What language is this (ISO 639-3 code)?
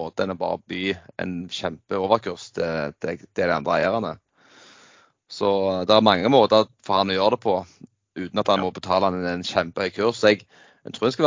nor